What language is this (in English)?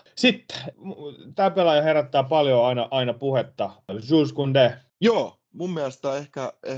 Finnish